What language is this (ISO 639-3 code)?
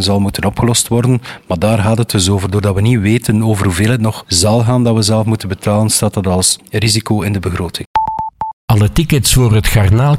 nld